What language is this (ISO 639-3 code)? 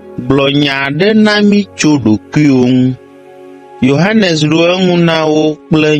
ewe